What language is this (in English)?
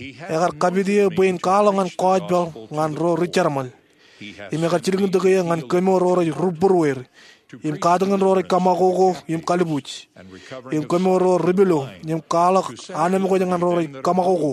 Marshallese